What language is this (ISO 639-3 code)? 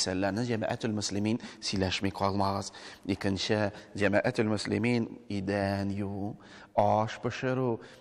tat